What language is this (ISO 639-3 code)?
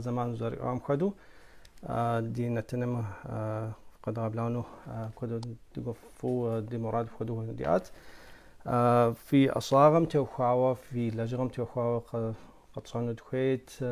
kbd